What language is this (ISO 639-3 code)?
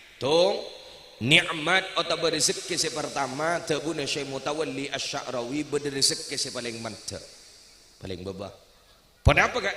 mad